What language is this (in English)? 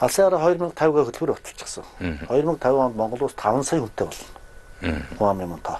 Mongolian